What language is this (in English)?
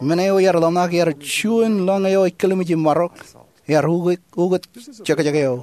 Marshallese